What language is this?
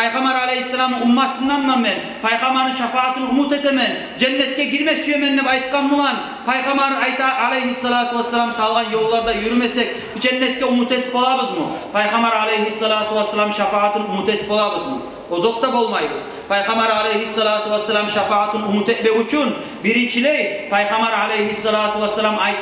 Kumyk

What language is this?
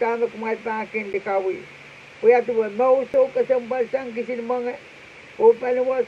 Pohnpeian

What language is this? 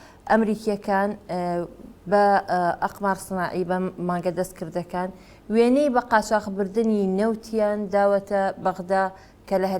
Central Kurdish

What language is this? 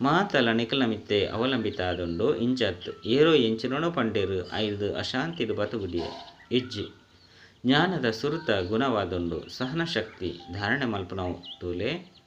Tulu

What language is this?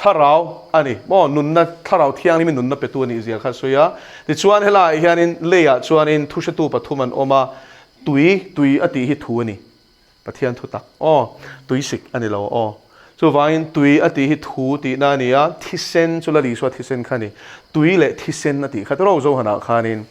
Mizo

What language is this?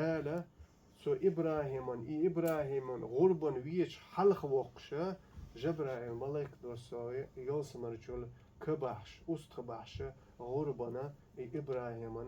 Chechen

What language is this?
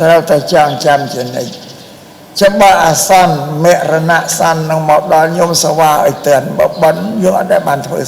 Khmer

